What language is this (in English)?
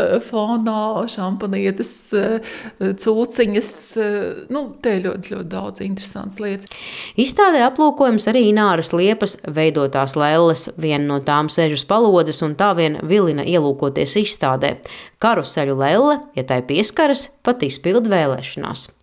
Latvian